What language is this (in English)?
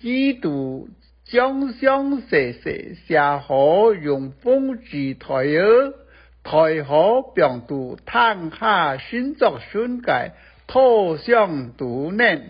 Hakka Chinese